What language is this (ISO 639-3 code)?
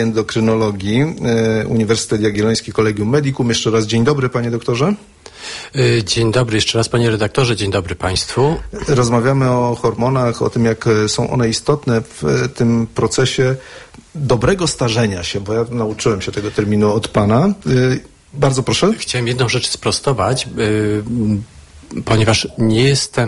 pol